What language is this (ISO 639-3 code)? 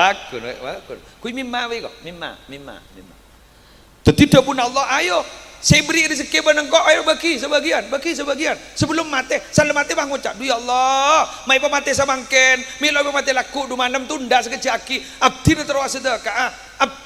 mad